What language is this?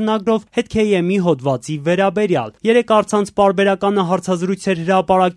Armenian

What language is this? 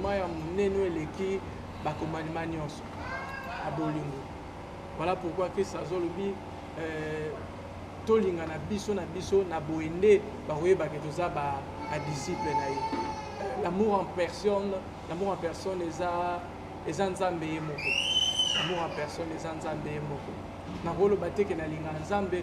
Lingala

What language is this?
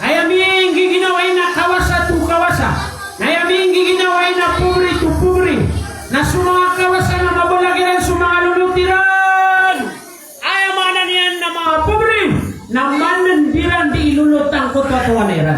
Maranao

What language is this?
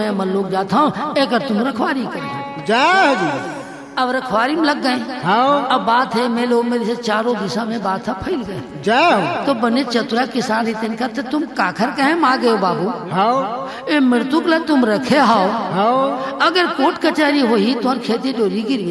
Chhattisgarhi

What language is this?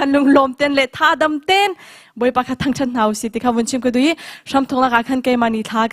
Hakha Chin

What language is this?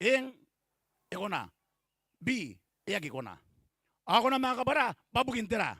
Gilbertese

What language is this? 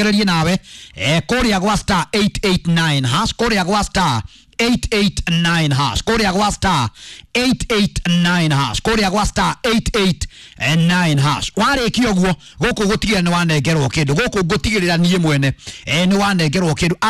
Kikuyu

